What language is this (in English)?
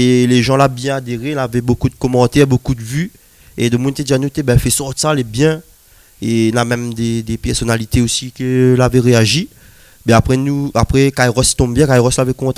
Réunion Creole French